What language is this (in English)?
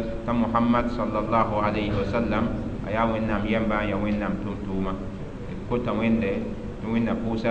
Mossi